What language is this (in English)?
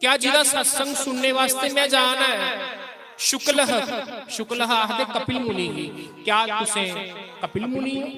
Dogri